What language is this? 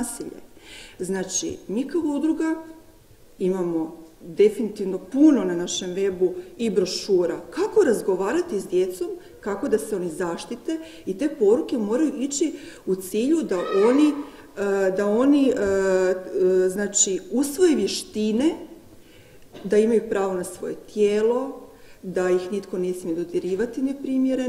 Croatian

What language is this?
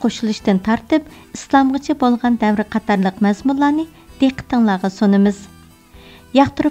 Uyghur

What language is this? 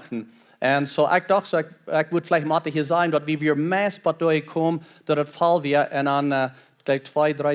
Plautdietsch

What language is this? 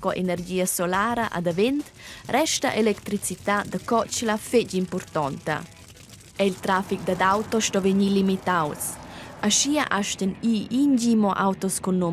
Romansh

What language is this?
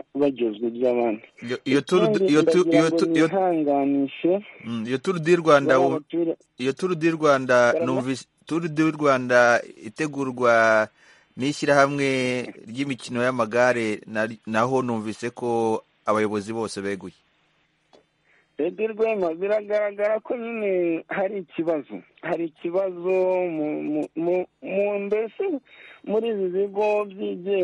Kinyarwanda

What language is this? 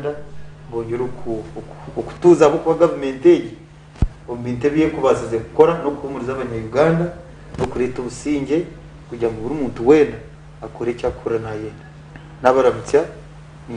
Nyankole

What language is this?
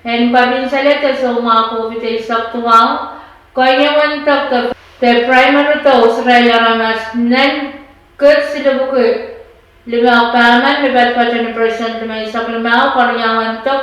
Pohnpeian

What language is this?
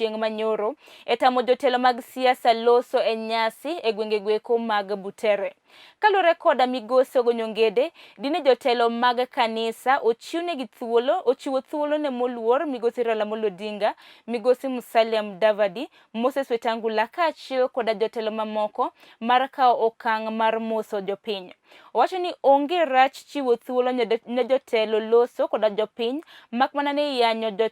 Luo (Kenya and Tanzania)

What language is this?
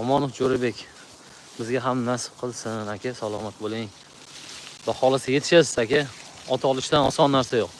Uzbek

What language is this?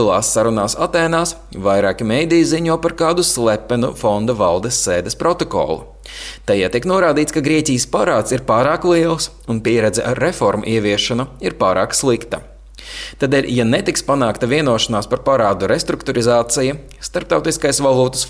Latvian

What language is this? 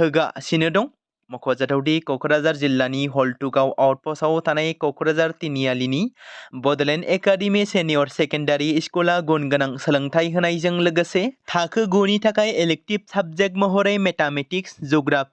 Bodo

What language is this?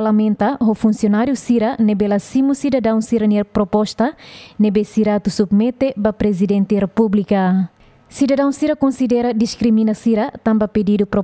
Tetum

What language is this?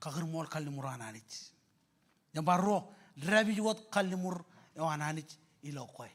Marshallese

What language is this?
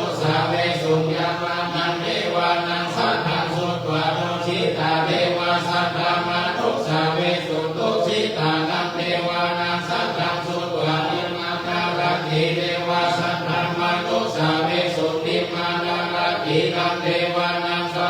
Pali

